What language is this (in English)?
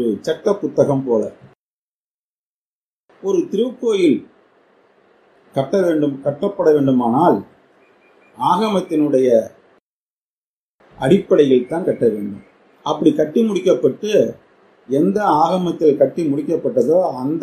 Tamil